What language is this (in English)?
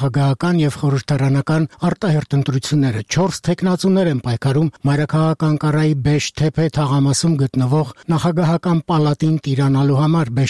Armenian